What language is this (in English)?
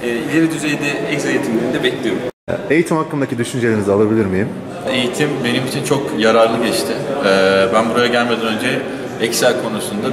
Turkish